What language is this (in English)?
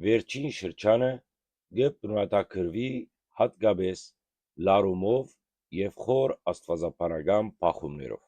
Western Armenian